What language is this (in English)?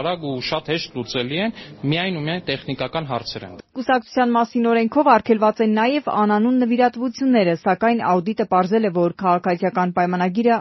Armenian